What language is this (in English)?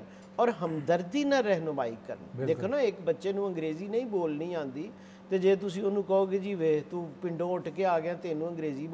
Punjabi